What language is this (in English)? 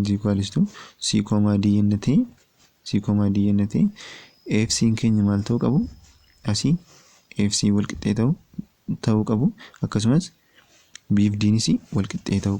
Oromo